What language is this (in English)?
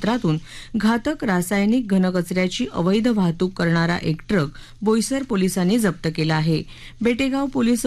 Marathi